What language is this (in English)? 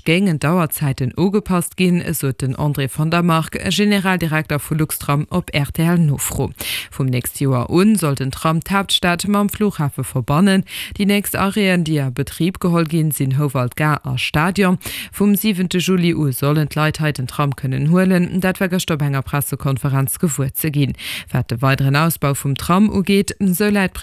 Luxembourgish